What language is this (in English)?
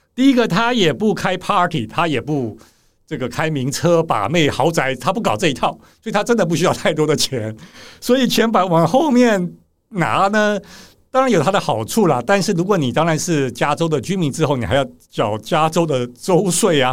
Chinese